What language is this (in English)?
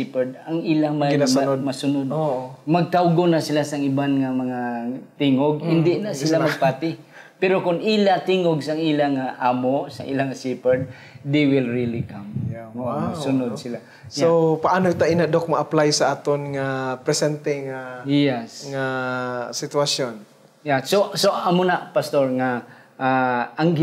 Hiligaynon